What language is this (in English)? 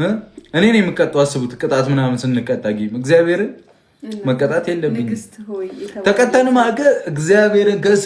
Amharic